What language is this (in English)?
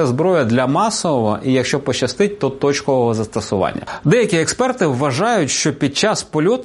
Ukrainian